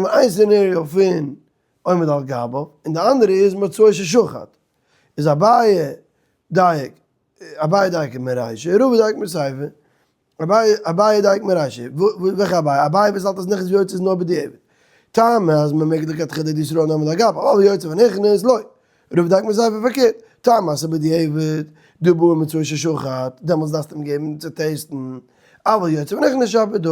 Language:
Yiddish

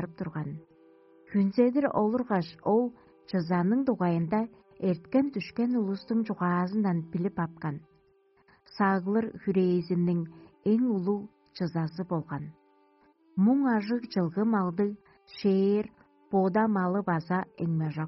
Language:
Tuvinian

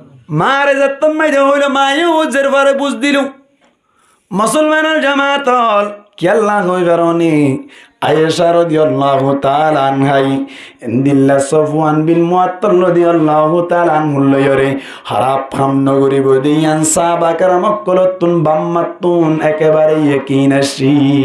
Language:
Rohingya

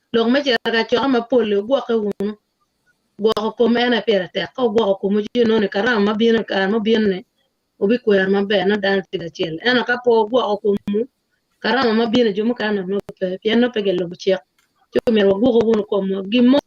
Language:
Acoli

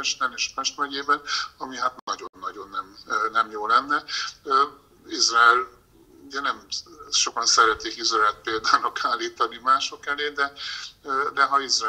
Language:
Hungarian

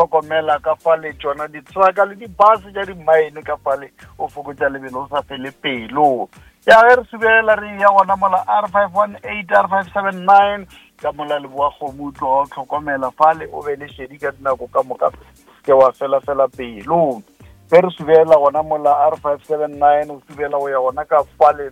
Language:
Northern Sotho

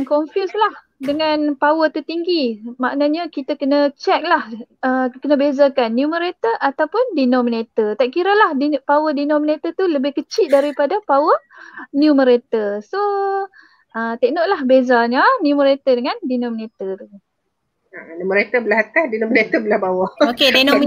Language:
Malay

